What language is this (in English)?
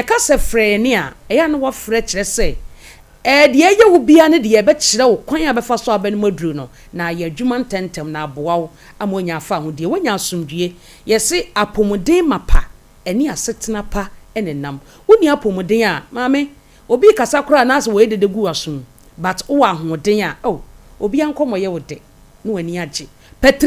Akan